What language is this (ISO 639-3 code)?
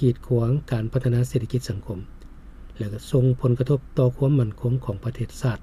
lao